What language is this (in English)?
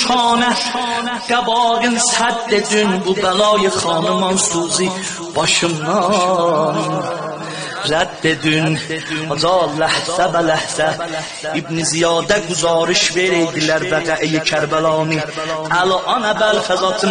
South Azerbaijani